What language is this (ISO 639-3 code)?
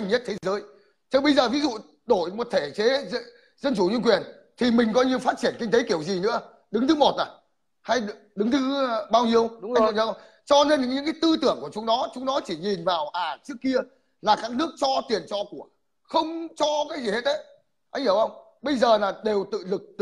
vie